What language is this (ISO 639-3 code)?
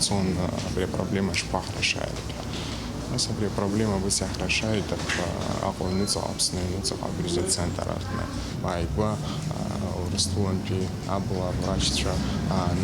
abk